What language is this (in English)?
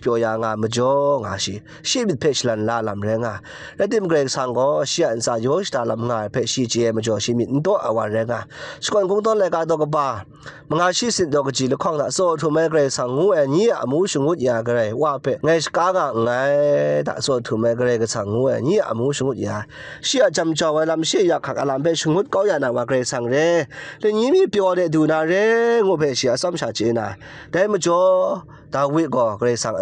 Kachin